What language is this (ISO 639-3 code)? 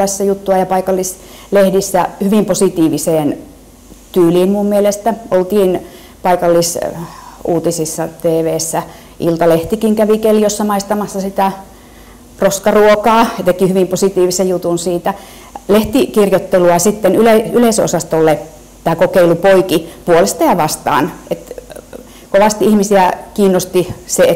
fin